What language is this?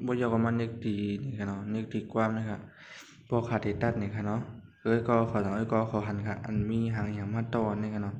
Shan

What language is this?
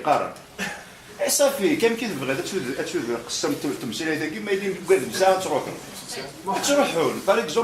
Kabyle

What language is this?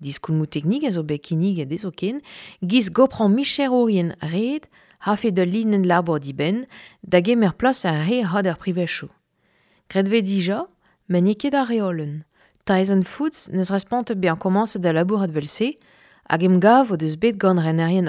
Breton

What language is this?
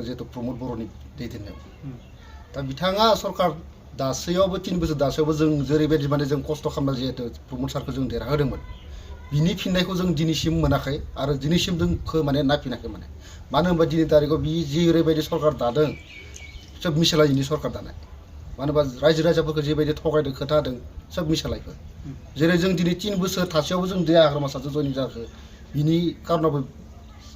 Bodo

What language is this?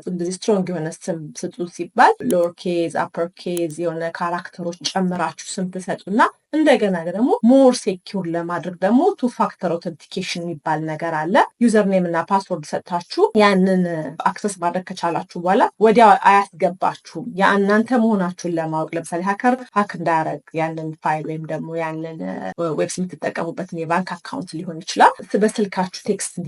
Amharic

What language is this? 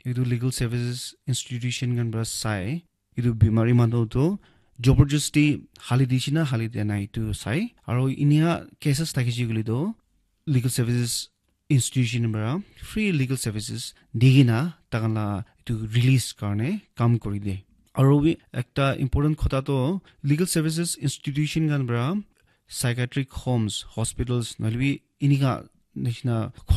Naga Pidgin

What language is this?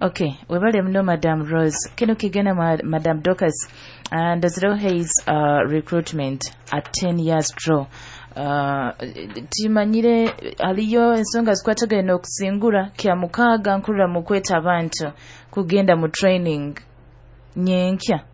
Nyoro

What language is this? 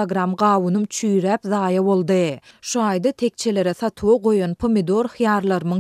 Turkmen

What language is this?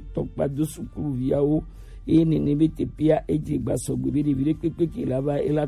Gen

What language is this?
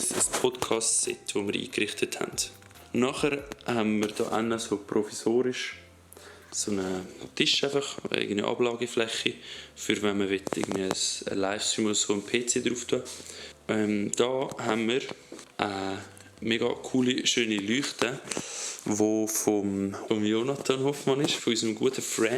Swiss German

